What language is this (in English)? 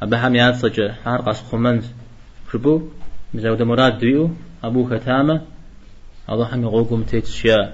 Kabardian